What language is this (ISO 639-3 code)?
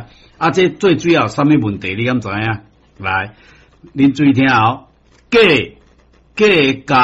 nan